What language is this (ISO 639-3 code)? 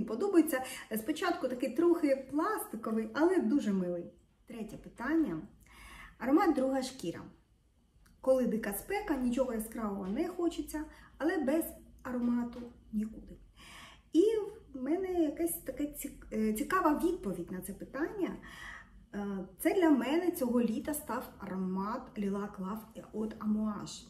ukr